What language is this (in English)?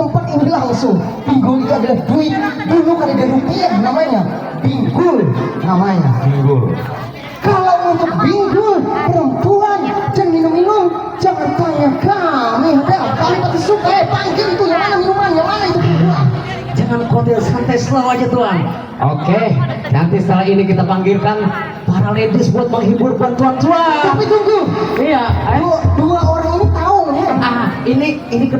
Banjar